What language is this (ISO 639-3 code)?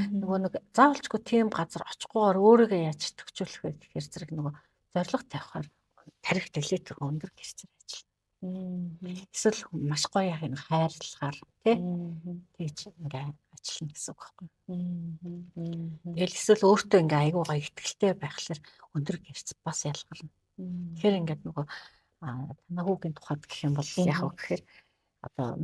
mon